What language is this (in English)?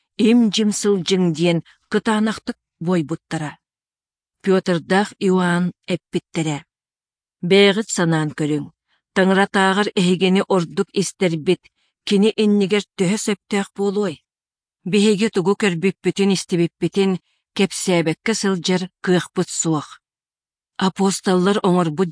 Yakut